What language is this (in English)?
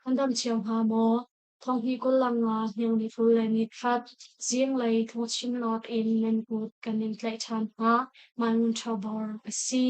Hakha Chin